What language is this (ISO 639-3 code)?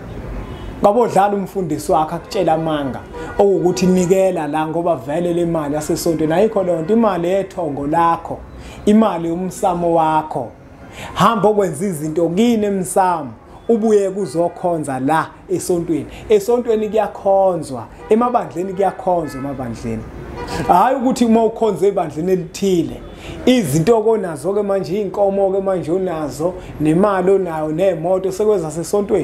zul